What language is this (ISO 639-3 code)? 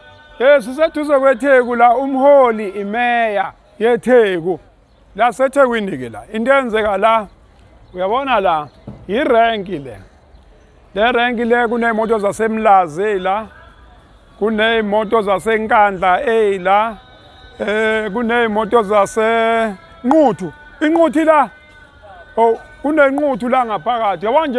zul